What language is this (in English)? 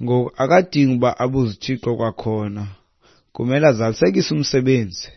Xhosa